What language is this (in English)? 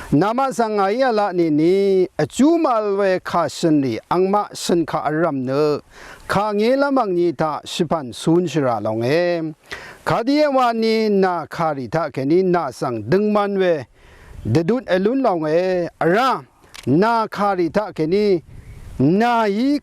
Rawang